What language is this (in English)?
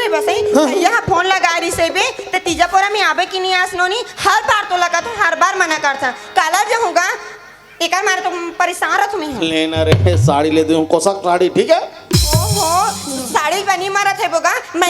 Chhattisgarhi